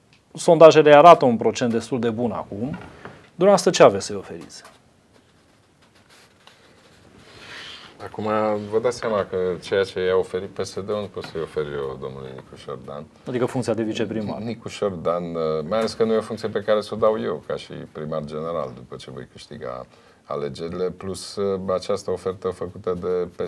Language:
Romanian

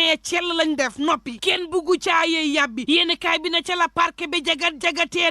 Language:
Wolof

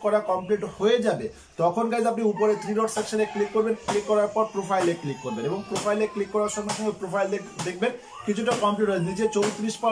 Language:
Bangla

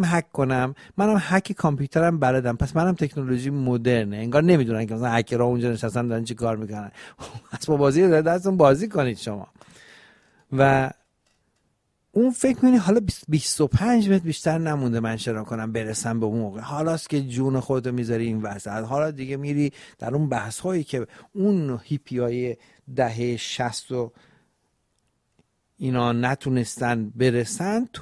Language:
Persian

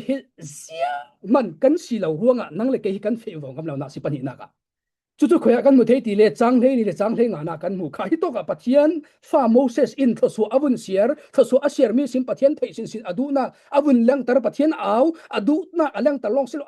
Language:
Falam Chin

